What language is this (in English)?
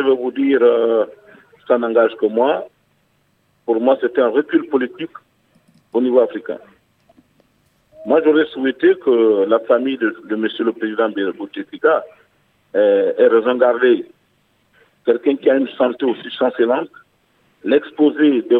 French